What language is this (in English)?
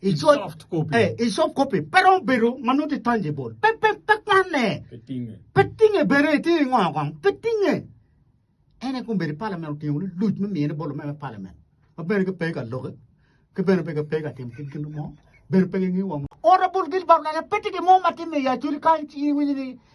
Acoli